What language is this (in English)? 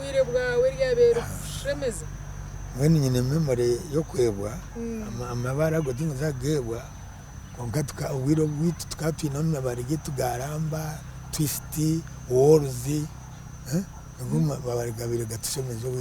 Nyankole